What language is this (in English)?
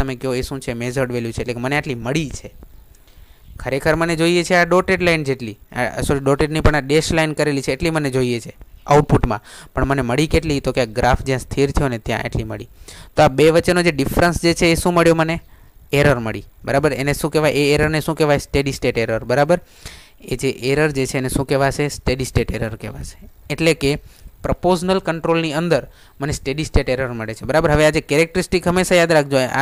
Gujarati